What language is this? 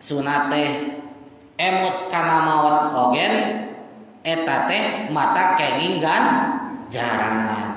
Sundanese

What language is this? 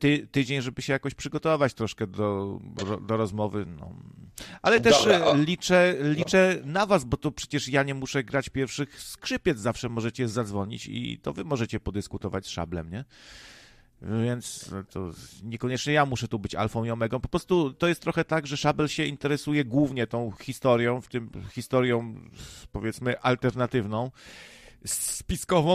Polish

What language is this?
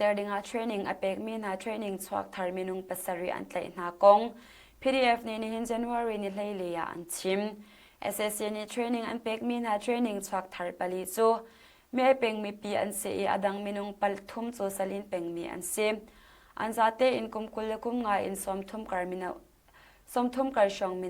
Hakha Chin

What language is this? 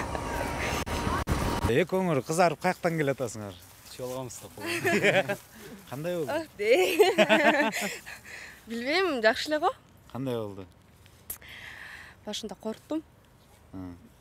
Kyrgyz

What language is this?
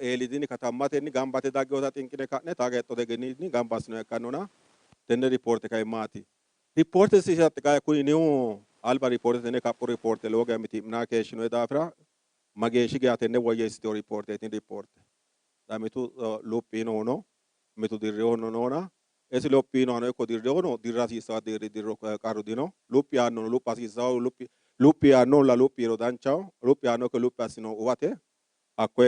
Sidamo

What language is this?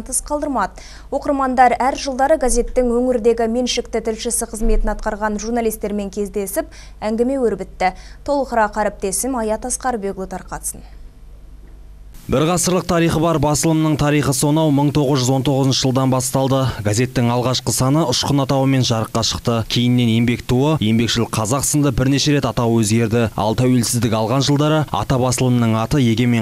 Kazakh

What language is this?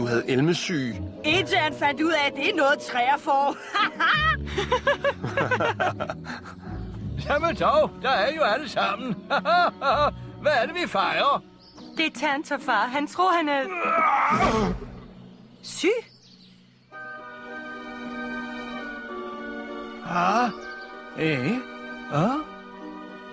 Danish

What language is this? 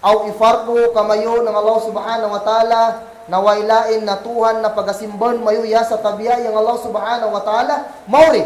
Kagan Kalagan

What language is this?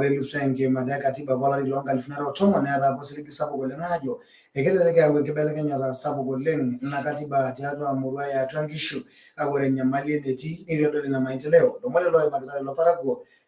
Masai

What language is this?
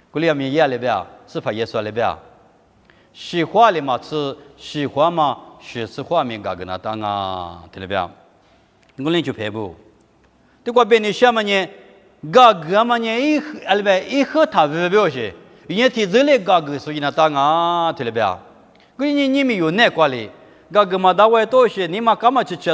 Lisu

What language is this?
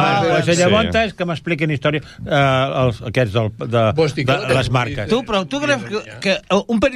Catalan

